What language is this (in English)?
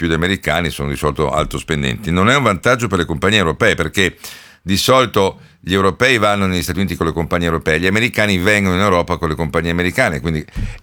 Italian